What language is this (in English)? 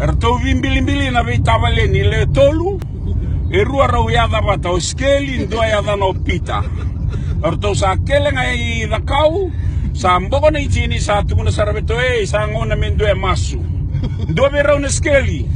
Fijian